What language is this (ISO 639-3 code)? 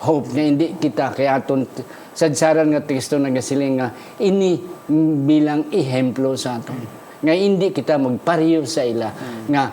hil